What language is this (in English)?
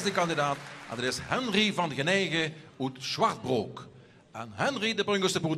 Limburgish